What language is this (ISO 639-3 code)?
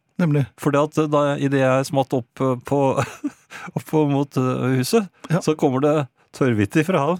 nor